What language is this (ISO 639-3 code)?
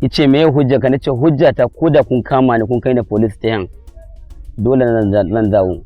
hau